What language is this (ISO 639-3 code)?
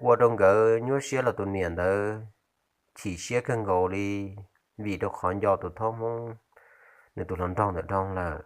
hmn